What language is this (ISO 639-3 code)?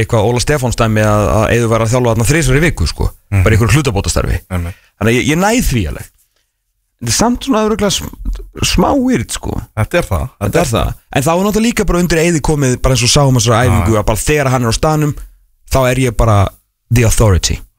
isl